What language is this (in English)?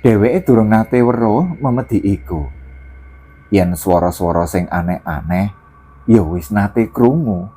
Javanese